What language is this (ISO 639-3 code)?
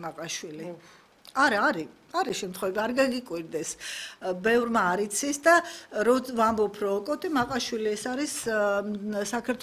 kat